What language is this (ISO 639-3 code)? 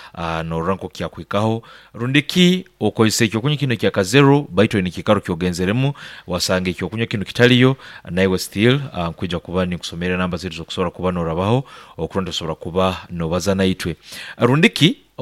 nyo